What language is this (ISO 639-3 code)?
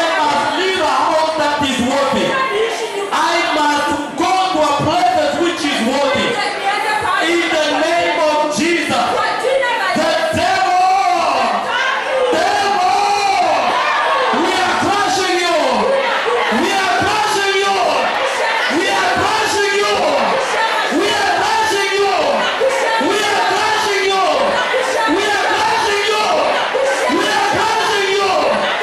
swa